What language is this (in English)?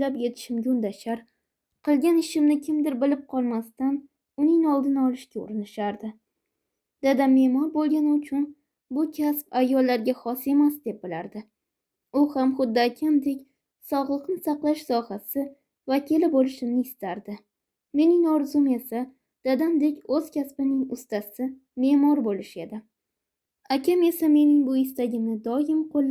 Uzbek